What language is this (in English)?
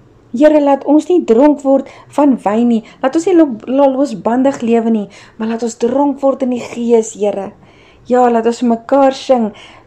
Afrikaans